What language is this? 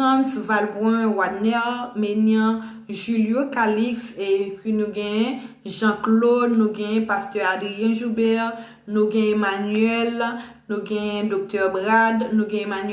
Haitian Creole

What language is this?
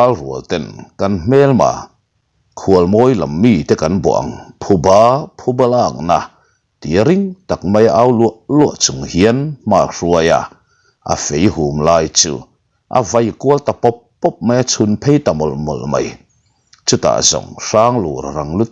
Mizo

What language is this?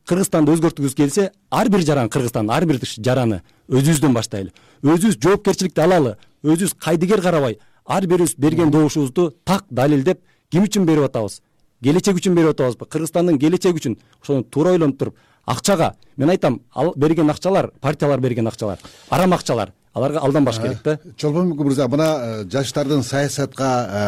Kyrgyz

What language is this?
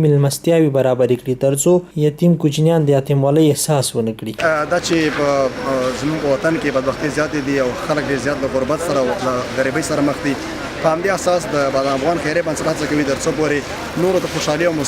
Pashto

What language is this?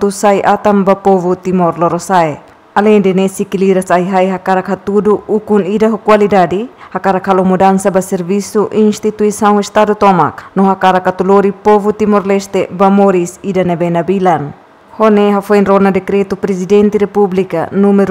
Tetum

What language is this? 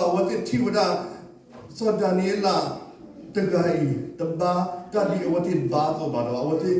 S'gaw Karen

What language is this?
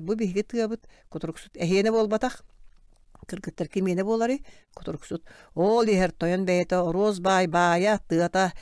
Yakut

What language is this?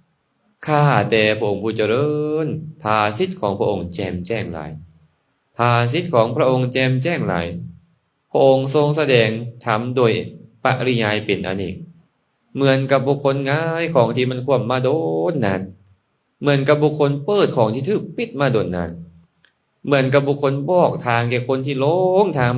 Lao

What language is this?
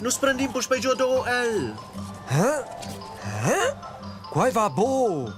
Romansh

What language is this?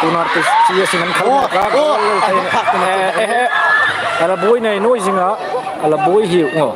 Hmar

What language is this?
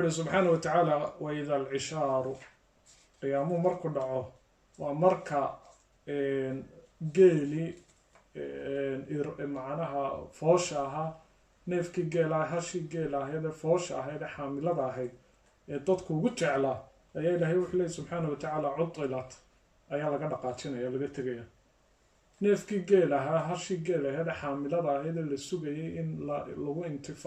Somali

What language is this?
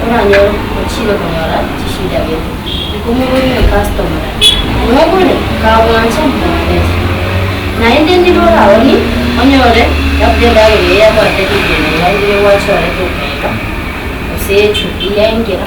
Gusii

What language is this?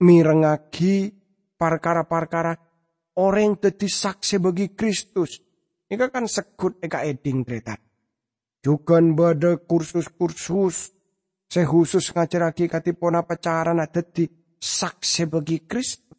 Madurese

